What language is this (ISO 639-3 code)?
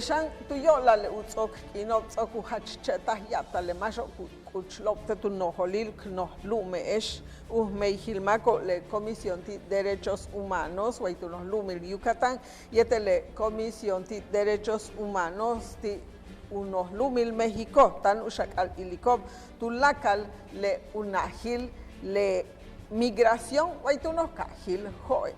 yua